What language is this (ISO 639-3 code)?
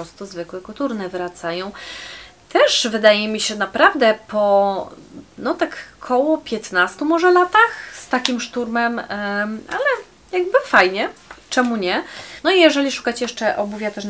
pol